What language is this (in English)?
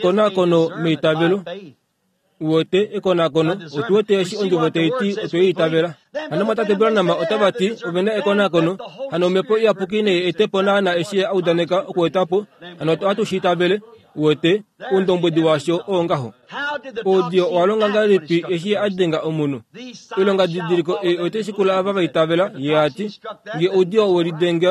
Kuanyama